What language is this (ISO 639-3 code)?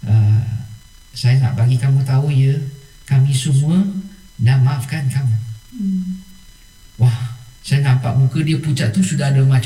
msa